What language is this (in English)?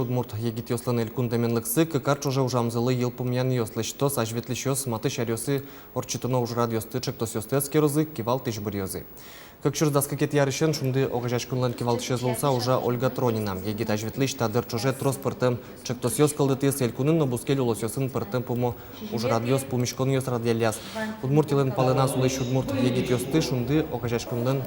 Udmurt